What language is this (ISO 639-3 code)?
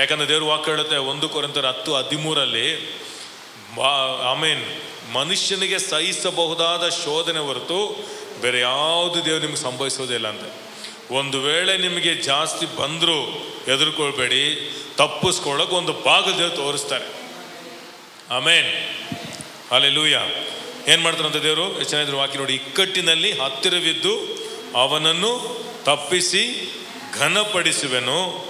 kan